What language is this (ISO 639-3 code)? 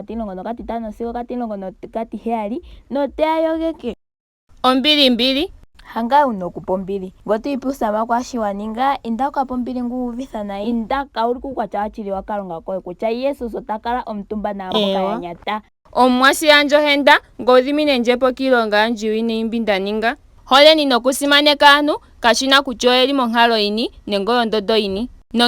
ndo